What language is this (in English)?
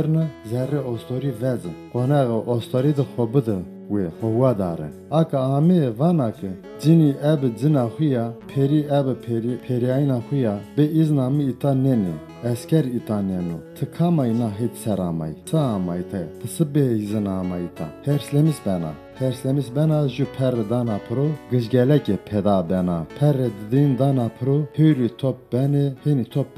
Zaza